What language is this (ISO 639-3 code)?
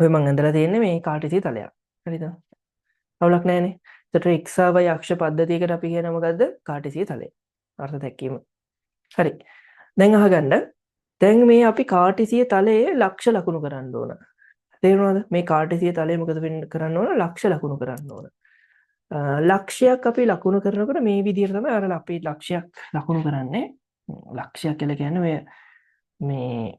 sin